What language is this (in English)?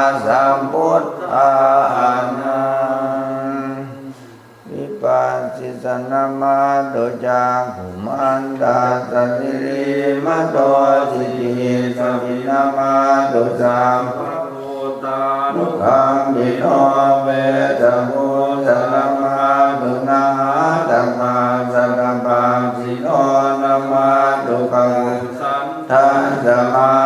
Pali